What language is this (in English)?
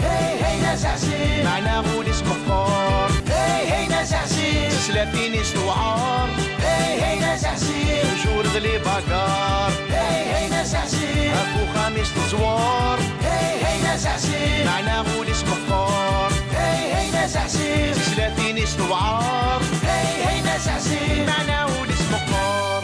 Kabyle